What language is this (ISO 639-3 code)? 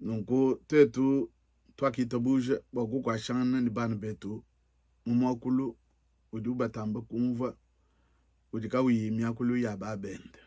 lua